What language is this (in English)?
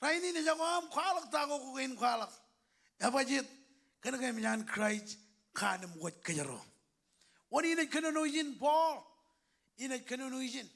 Marshallese